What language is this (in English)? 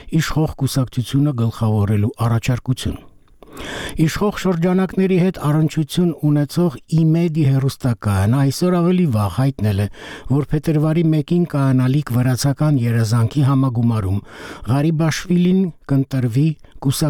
Armenian